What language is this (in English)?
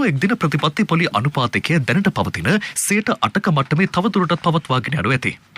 Sinhala